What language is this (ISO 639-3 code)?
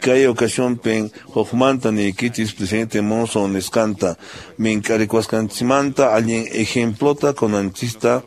que